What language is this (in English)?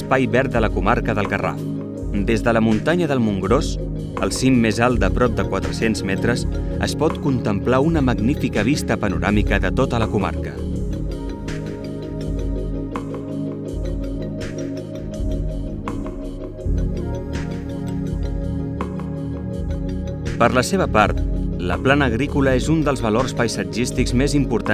Catalan